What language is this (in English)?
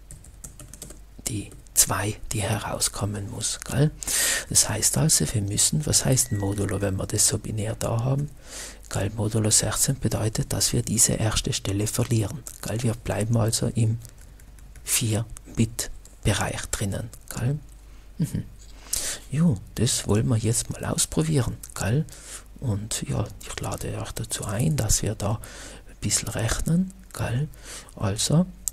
German